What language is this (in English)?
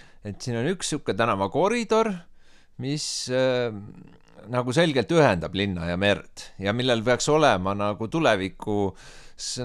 Estonian